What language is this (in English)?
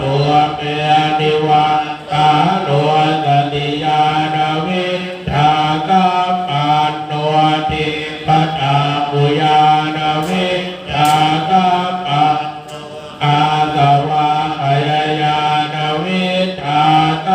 Pali